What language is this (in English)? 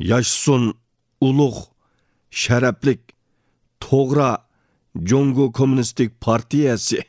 Uyghur